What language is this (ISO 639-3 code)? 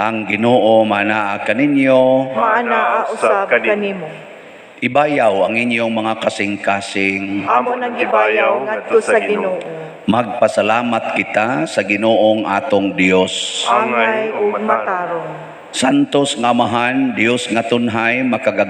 ceb